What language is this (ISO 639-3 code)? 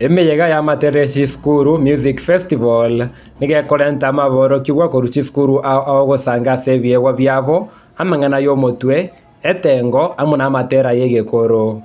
guz